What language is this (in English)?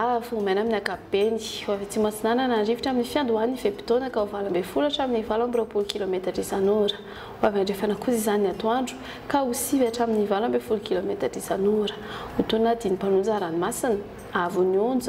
Malagasy